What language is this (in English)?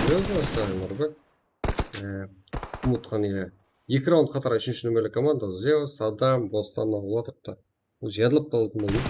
Kara-Kalpak